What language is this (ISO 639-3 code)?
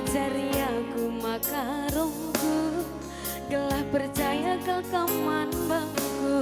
btx